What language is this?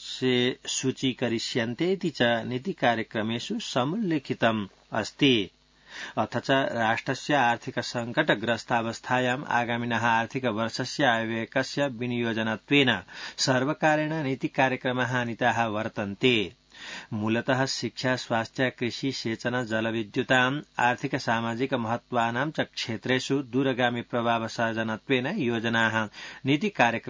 Sanskrit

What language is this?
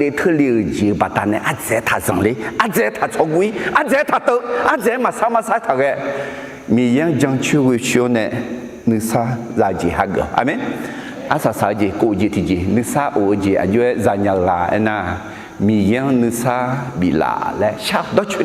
Akha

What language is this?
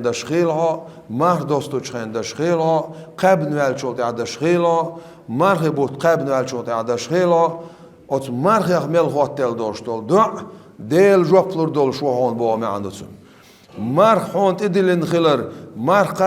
Chechen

